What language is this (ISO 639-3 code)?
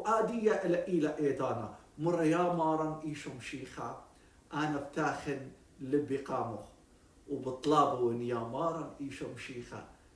aii